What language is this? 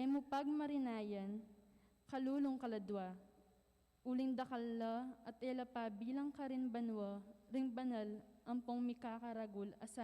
Pampanga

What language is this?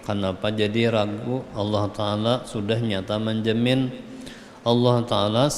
Banjar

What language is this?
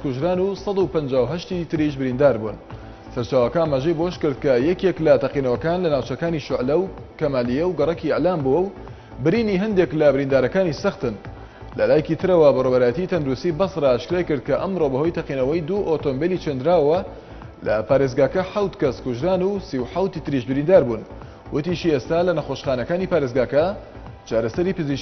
Central Kurdish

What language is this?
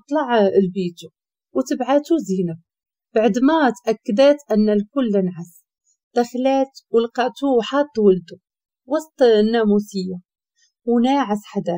Moroccan Arabic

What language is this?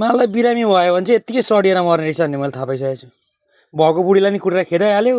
Nepali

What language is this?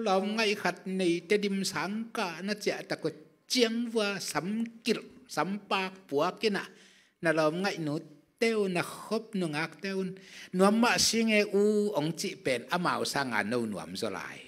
Tedim Chin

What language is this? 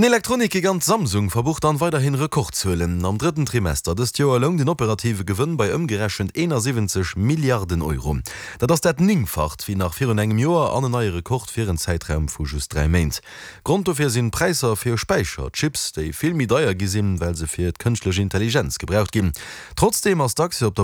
Luxembourgish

